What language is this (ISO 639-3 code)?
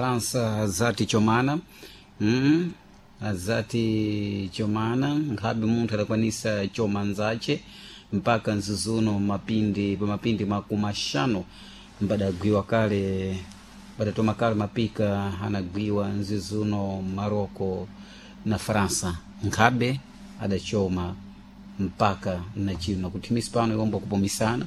seh